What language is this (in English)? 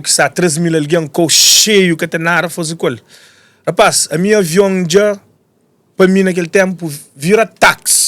Kabuverdianu